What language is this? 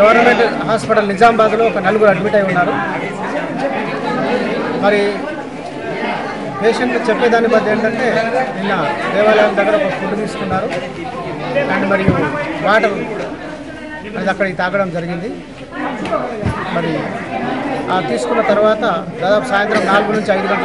Telugu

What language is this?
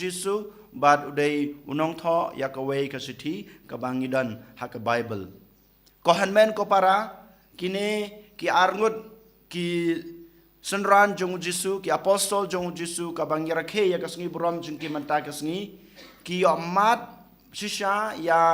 Khasi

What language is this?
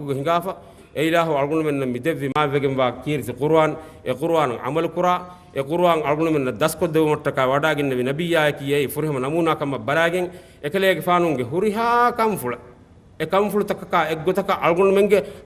Divehi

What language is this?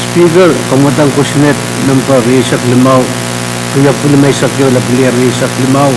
Pohnpeian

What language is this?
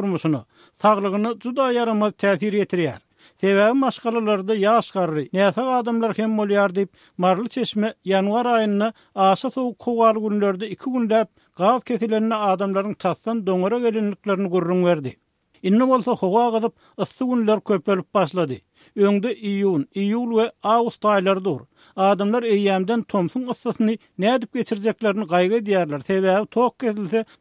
Turkmen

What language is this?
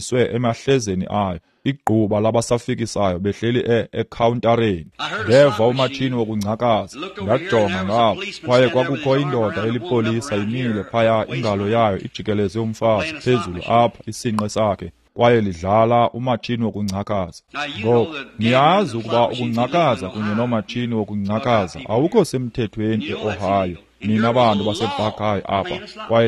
Xhosa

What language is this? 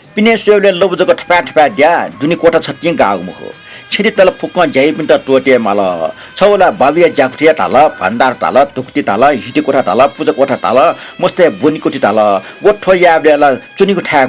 Newari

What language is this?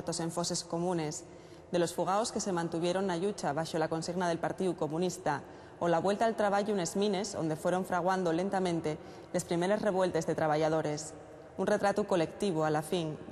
Asturian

